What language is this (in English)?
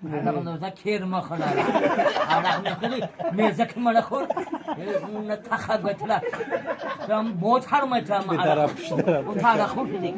Tajik